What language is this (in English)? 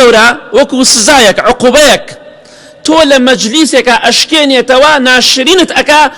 Central Kurdish